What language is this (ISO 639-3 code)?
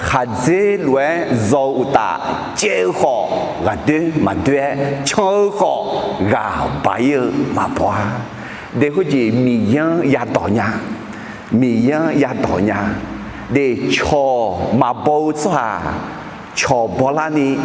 ahk